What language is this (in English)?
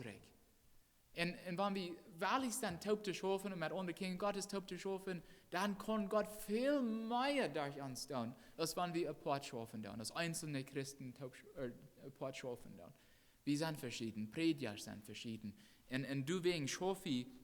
Plautdietsch